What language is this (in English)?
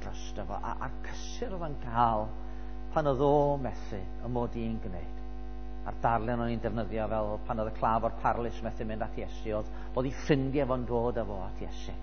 Welsh